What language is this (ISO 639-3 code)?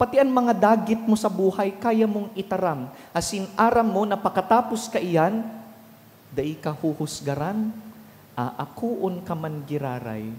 bik